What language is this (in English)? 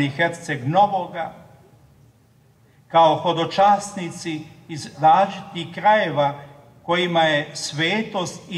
Croatian